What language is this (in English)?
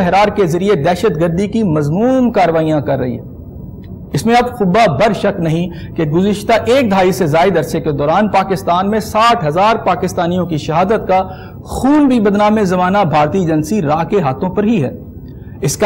Urdu